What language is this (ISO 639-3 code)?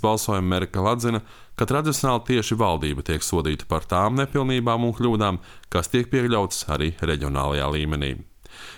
lav